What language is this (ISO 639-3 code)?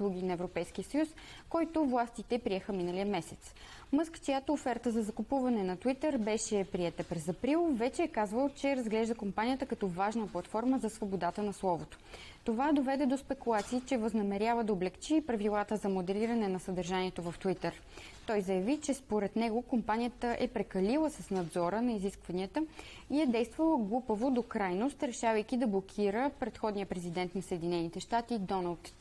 bul